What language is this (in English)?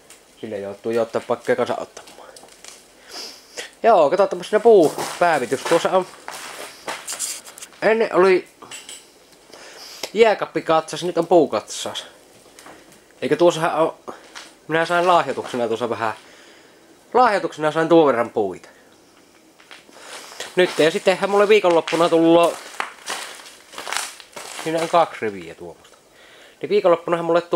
Finnish